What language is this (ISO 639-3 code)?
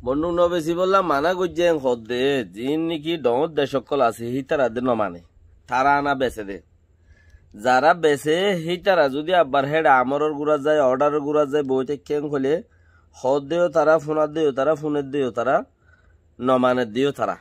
rhg